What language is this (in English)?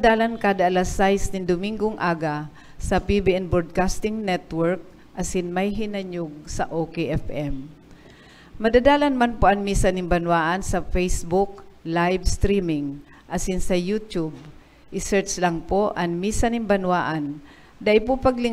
Bikol